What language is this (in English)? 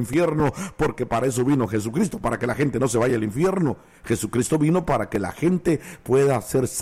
Spanish